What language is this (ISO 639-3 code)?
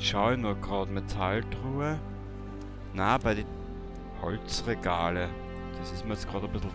bar